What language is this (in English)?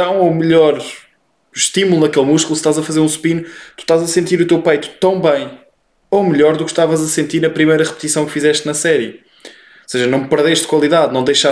Portuguese